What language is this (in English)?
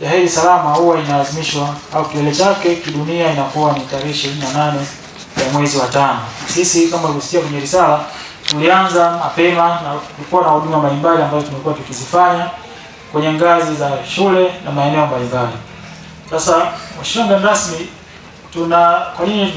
Swahili